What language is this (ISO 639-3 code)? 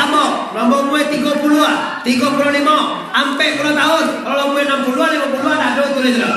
min